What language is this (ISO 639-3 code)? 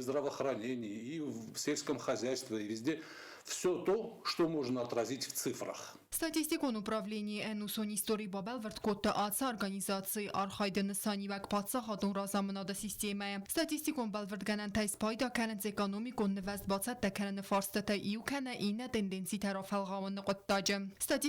oss